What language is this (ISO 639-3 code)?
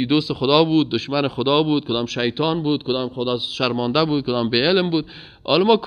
fas